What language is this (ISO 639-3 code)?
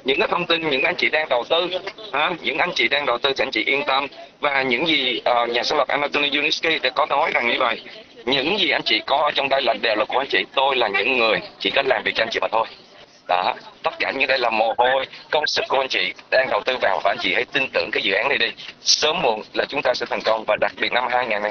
vie